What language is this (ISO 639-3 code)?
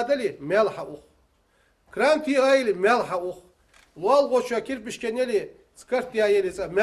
inh